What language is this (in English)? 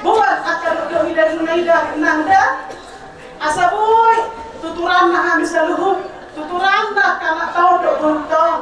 Batak Toba